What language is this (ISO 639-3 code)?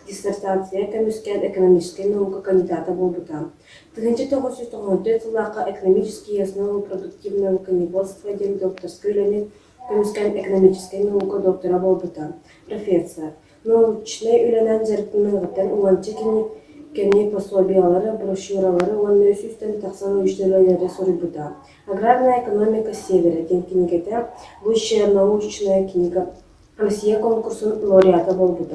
sah